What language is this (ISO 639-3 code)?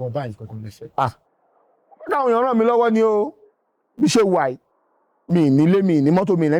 yor